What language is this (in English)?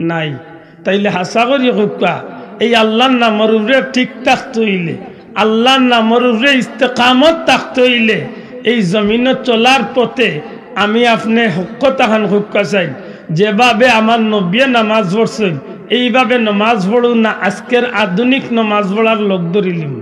Sylheti